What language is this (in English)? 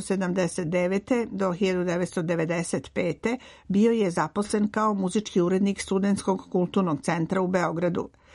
Serbian